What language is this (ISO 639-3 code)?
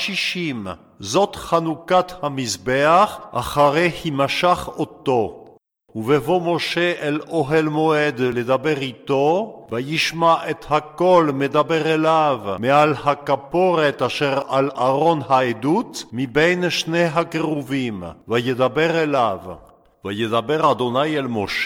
heb